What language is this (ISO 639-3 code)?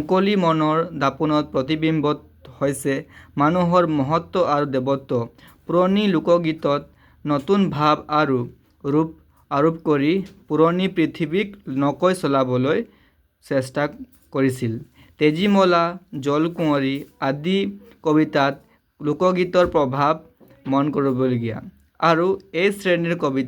asm